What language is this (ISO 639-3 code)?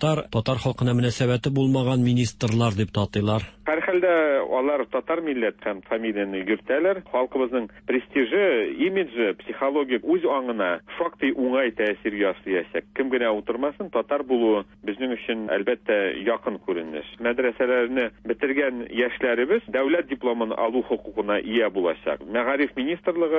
tat